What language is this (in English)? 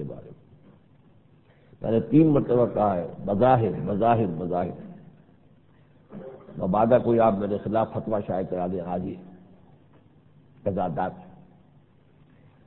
Urdu